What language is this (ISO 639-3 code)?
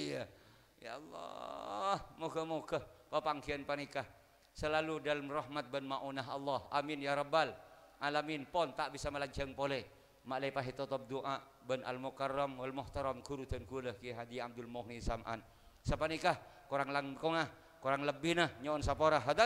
mad